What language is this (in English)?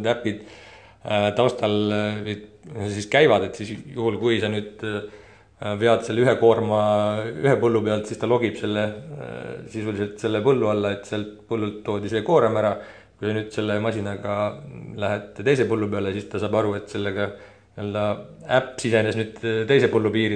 Estonian